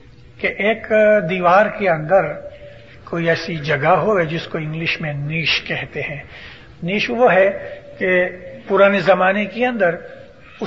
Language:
Urdu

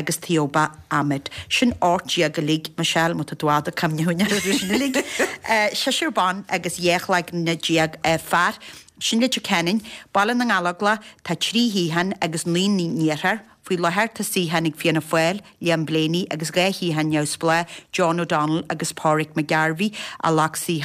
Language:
Irish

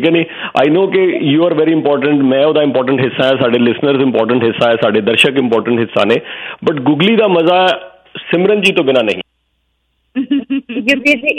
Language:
Punjabi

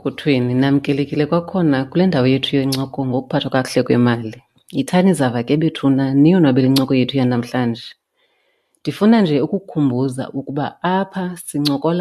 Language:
Xhosa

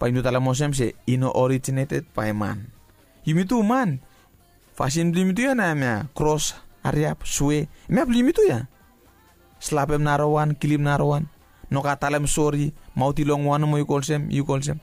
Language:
Bislama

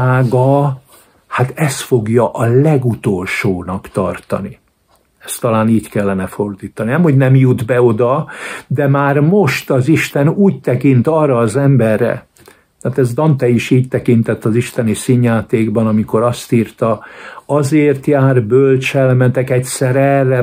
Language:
Hungarian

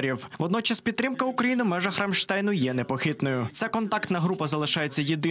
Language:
Ukrainian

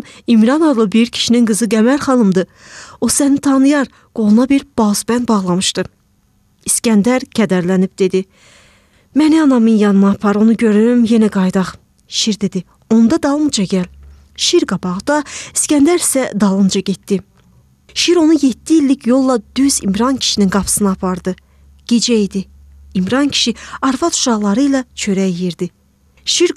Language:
Azerbaijani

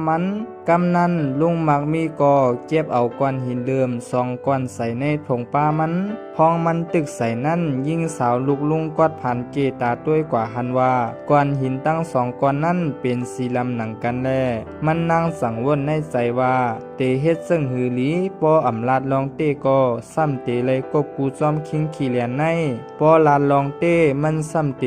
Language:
Shan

